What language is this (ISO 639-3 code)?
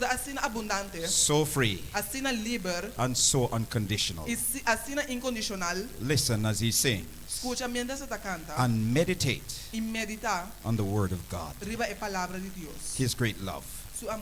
pap